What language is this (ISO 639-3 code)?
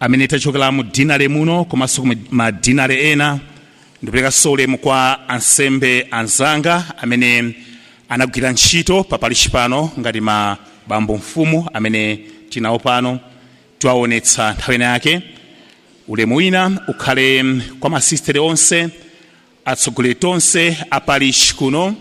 nya